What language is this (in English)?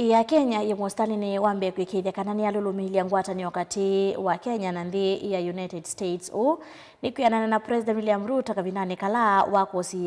Kamba